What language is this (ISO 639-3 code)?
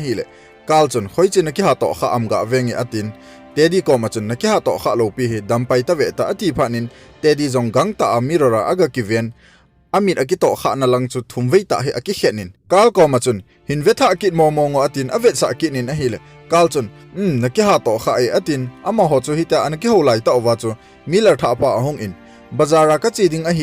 tcz